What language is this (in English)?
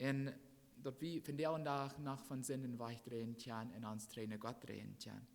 Plautdietsch